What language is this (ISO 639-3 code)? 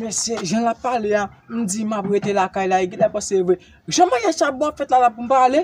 hat